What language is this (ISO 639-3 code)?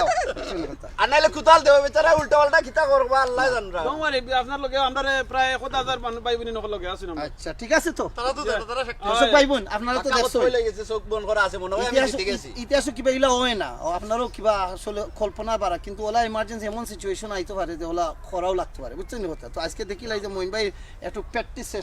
syl